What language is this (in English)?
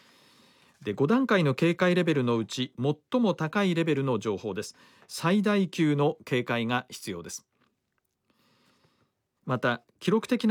Japanese